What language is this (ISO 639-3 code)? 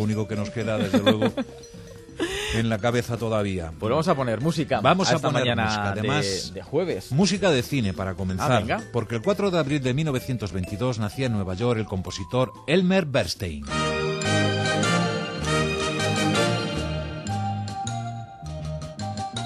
spa